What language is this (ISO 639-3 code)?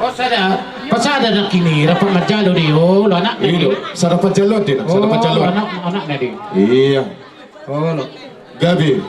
bbc